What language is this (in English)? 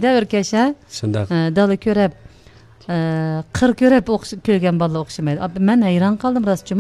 Uyghur